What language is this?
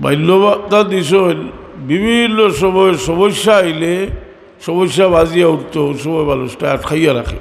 Sylheti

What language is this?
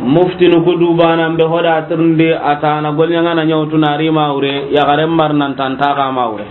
Soninke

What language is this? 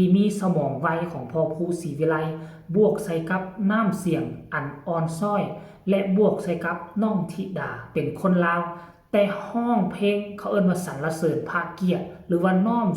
Northeastern Thai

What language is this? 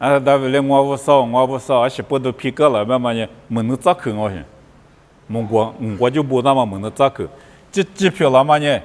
Lisu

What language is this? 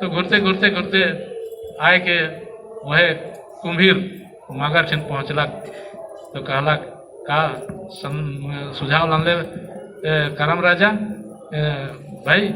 Sadri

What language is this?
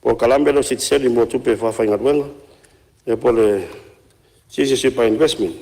Samoan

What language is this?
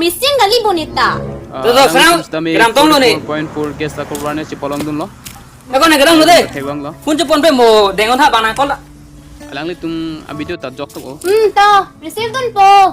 Karbi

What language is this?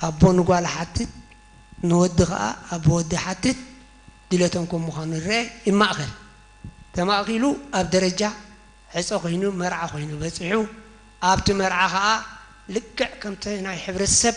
Tigrinya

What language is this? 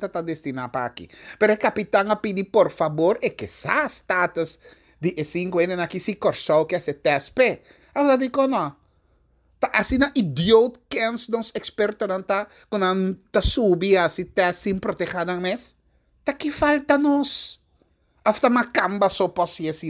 Papiamento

